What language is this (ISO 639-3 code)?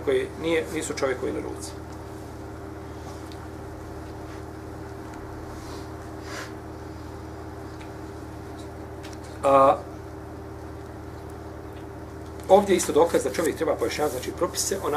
bos